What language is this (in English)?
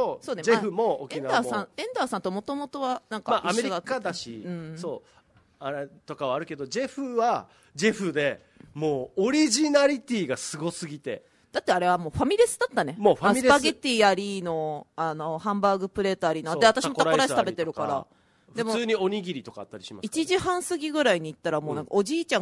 Japanese